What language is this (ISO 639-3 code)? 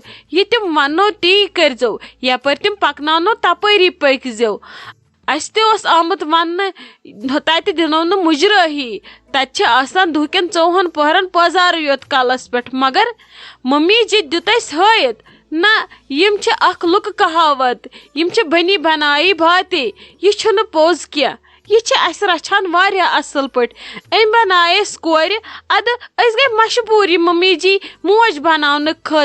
kas